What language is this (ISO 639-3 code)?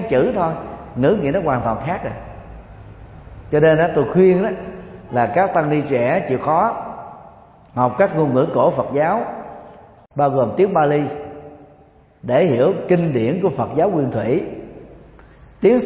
vie